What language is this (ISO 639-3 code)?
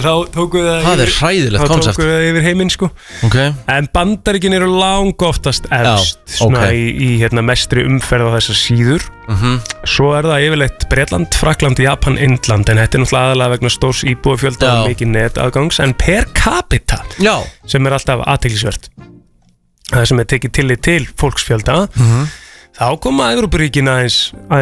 isl